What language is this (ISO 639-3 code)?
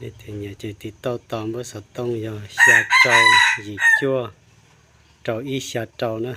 hmn